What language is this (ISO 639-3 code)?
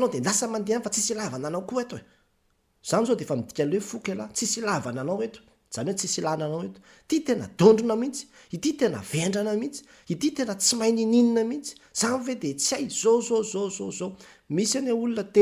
mlg